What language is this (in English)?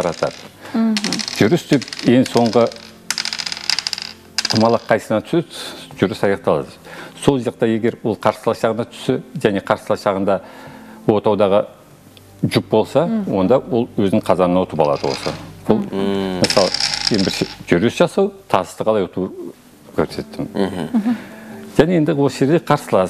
Kazakh